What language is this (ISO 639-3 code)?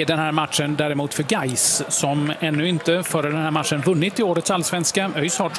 swe